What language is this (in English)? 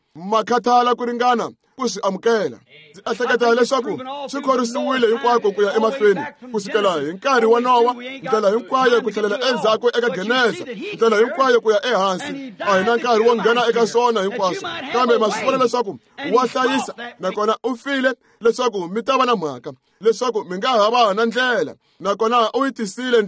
Tsonga